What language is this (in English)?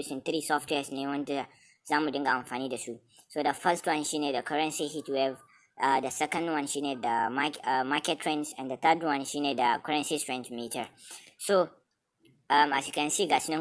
Hausa